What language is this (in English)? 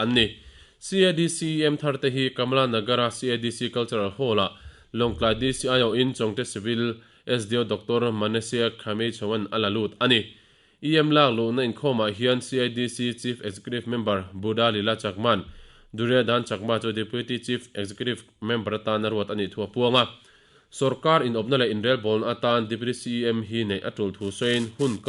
Mizo